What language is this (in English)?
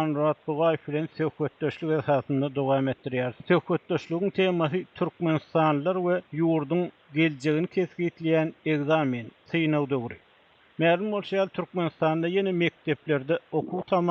Turkmen